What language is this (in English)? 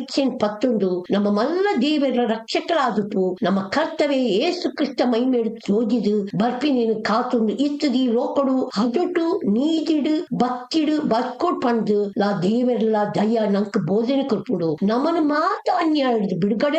Tulu